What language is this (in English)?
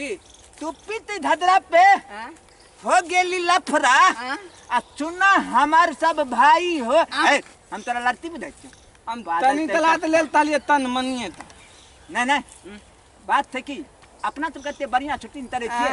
Maithili